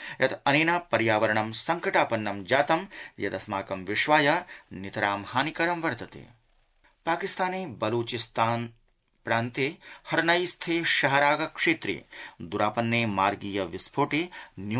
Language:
Sanskrit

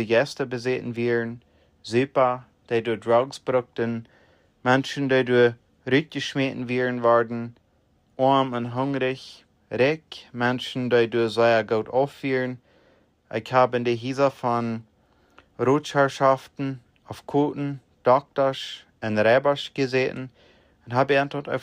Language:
Plautdietsch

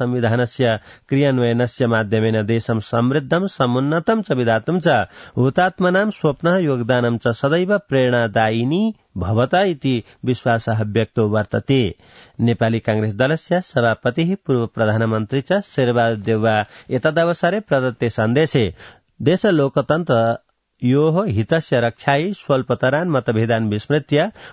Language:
Sanskrit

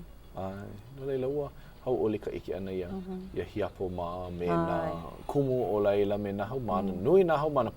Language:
Hawaiian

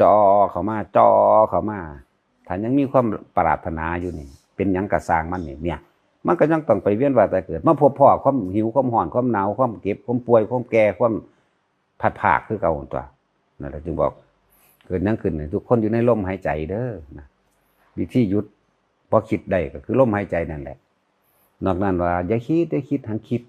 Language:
Northeastern Thai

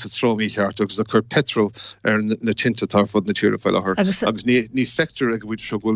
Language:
Irish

